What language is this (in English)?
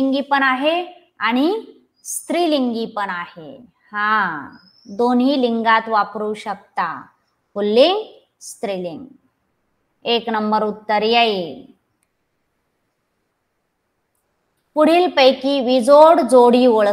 Marathi